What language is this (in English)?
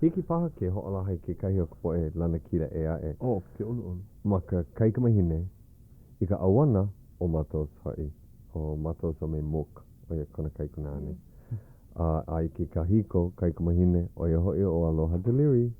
Hawaiian